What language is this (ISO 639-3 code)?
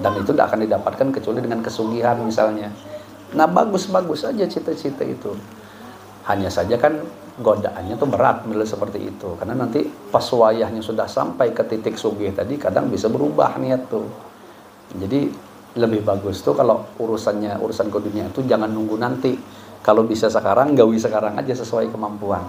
bjn